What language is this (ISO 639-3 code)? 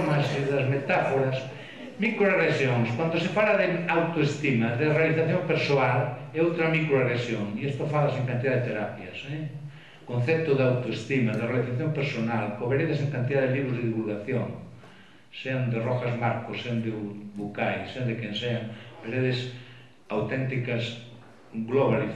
glg